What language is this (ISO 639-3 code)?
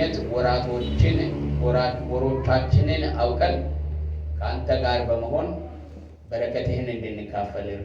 amh